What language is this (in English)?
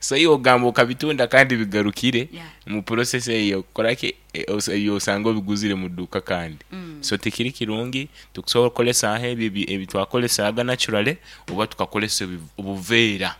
Nyankole